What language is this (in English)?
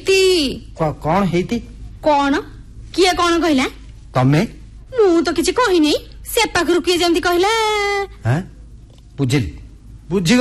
Odia